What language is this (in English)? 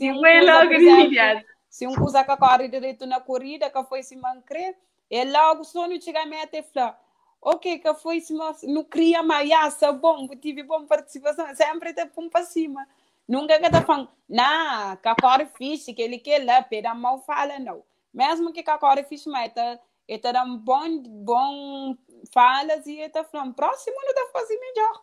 Kabuverdianu